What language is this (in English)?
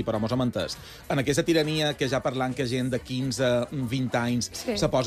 Catalan